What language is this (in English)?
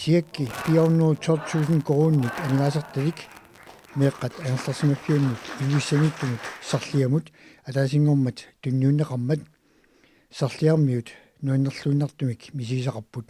Kalaallisut